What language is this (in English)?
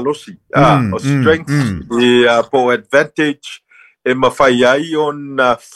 Samoan